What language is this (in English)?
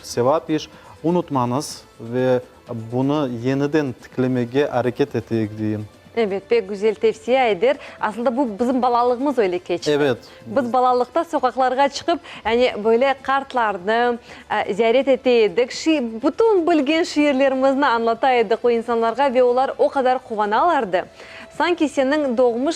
Crimean Tatar